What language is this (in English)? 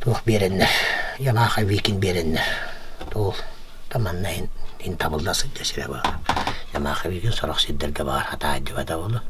Yakut